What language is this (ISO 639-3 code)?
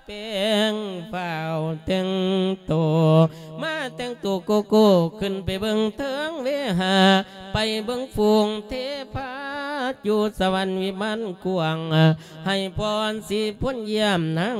lao